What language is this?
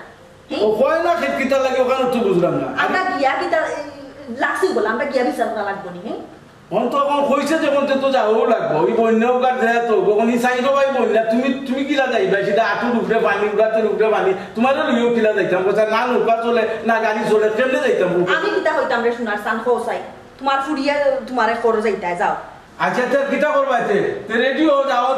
Sylheti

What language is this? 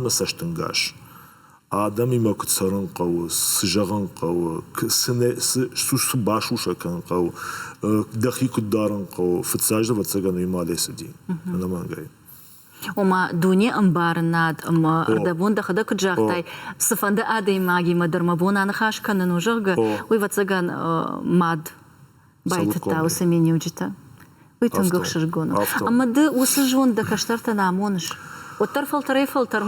Ossetic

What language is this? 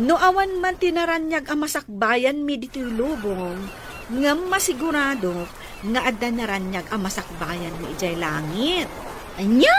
Iloko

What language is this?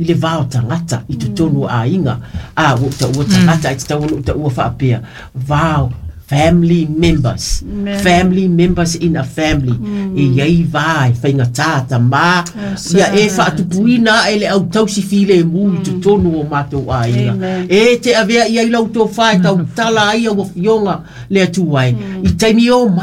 Samoan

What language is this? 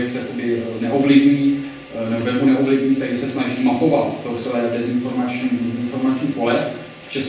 Czech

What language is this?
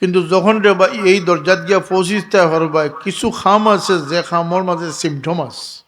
Sylheti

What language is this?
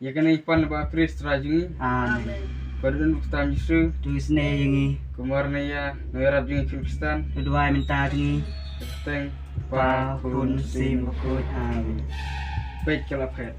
Khasi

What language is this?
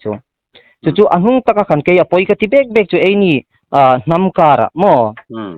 Hmar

